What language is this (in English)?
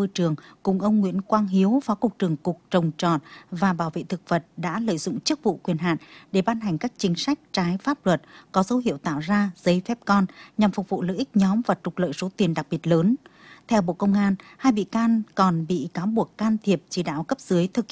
Vietnamese